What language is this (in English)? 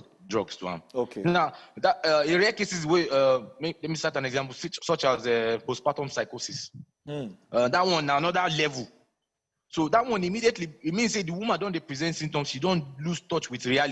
Nigerian Pidgin